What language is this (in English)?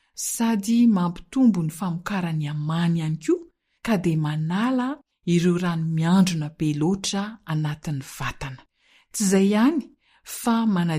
Malagasy